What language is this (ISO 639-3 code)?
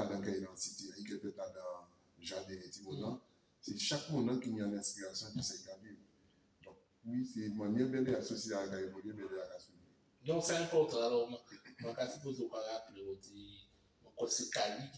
gcf